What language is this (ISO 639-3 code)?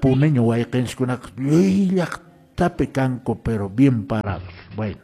que